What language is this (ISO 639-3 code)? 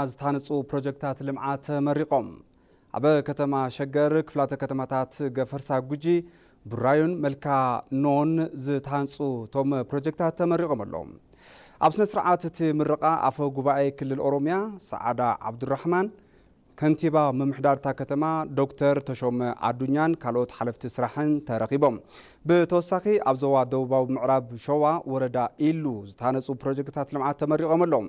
tir